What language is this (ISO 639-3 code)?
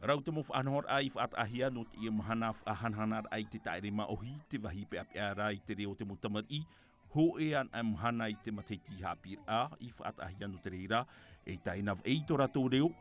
tah